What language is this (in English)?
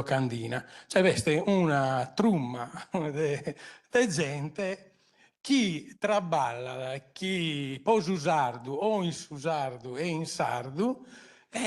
Sardinian